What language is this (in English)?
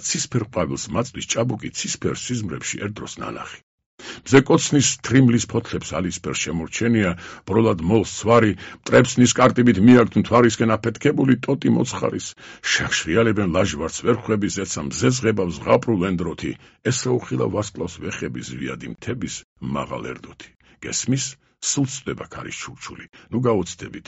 Georgian